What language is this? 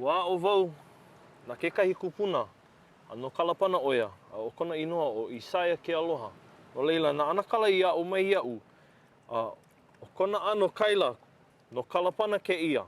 Hawaiian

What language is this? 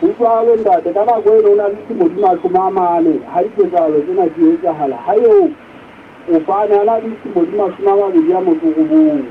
Southern Sotho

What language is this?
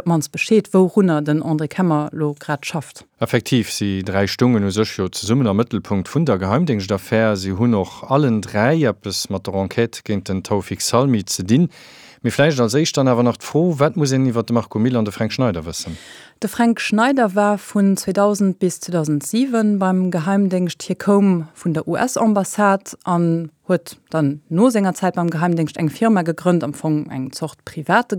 Luxembourgish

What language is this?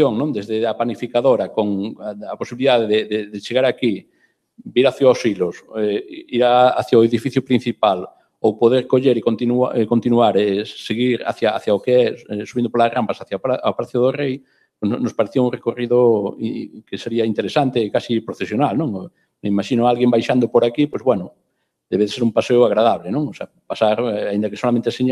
Galician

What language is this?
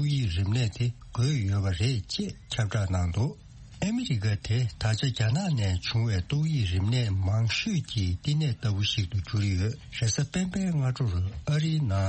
Tibetan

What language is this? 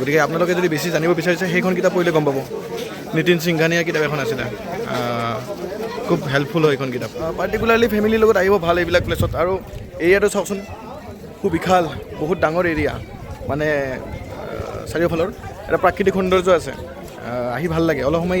Assamese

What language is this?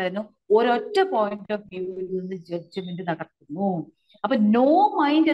Malayalam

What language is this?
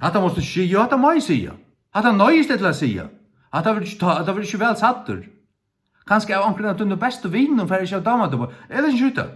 Faroese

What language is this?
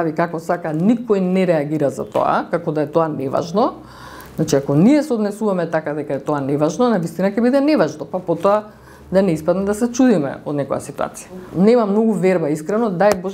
Macedonian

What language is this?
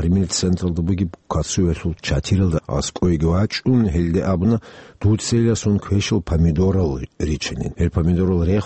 Avaric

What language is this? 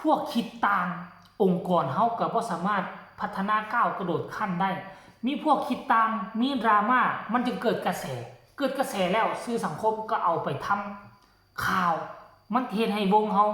Northeastern Thai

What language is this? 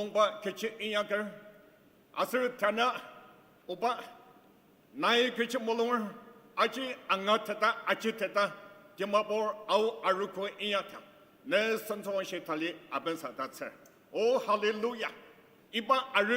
Ao Naga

